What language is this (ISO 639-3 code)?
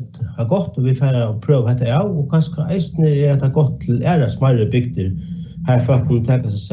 fao